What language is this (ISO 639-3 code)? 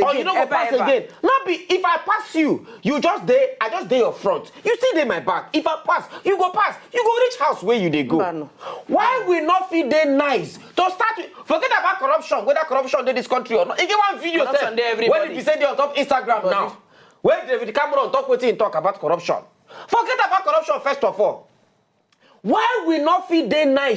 pcm